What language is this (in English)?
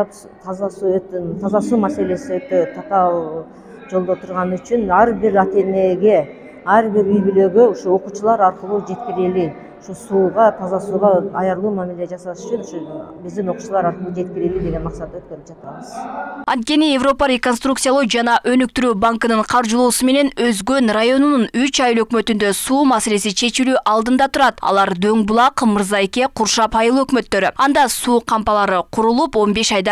Kyrgyz